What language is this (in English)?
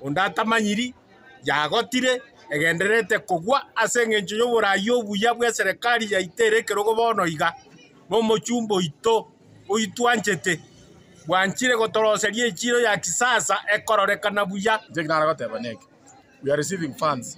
Gusii